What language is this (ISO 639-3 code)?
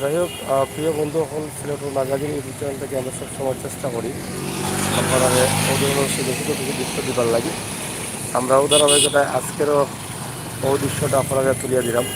syl